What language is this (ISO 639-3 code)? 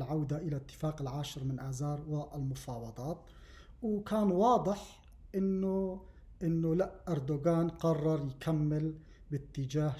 apc